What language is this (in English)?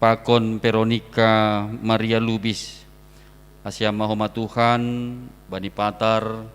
Batak Simalungun